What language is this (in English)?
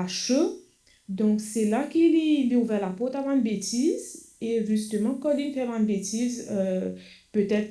Morisyen